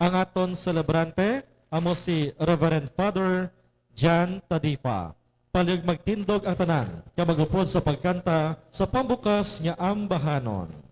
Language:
Hiligaynon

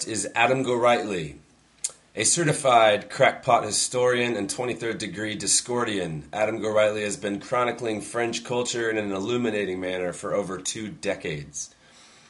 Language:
English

